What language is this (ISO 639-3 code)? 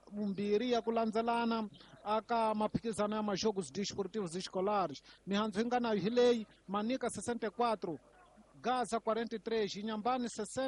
tso